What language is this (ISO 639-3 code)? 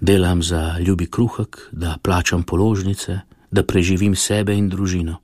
slv